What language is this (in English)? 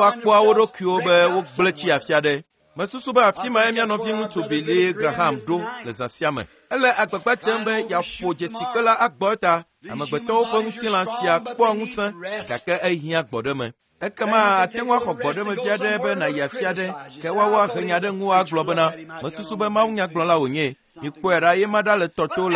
Ewe